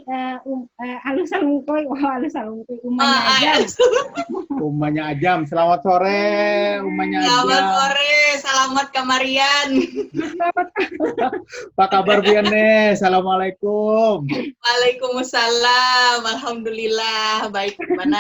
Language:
Banjar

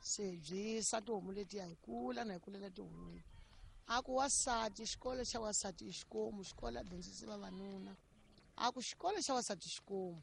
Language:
Tsonga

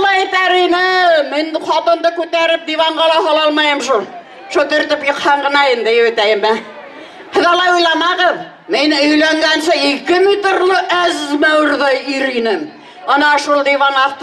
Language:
Bashkir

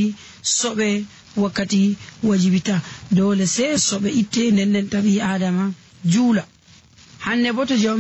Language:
Nigerian Fulfulde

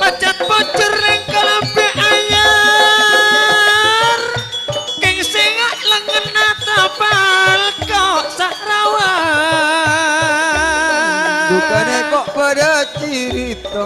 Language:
Madurese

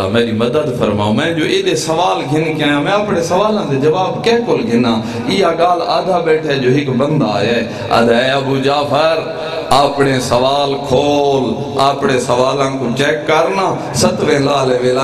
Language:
Saraiki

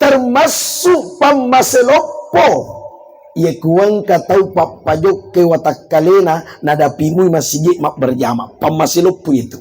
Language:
Buginese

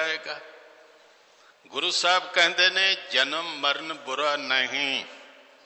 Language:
Punjabi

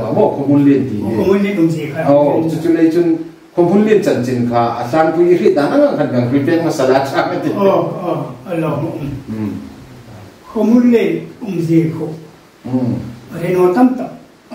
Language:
Hmar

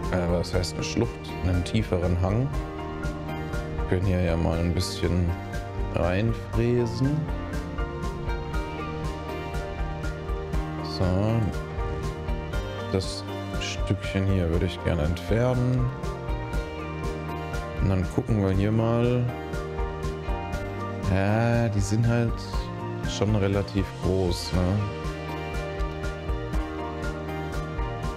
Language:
German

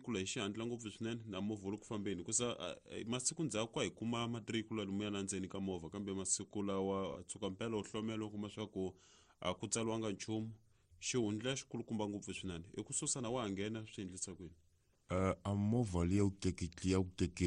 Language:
Tsonga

